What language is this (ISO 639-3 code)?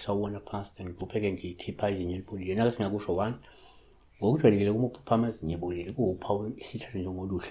zul